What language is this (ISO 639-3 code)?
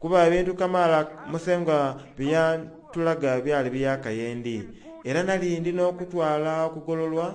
xog